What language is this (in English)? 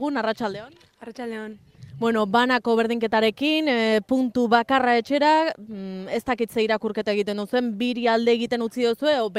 Basque